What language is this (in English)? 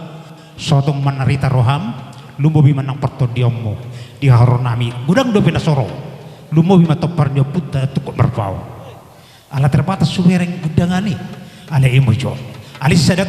Batak Toba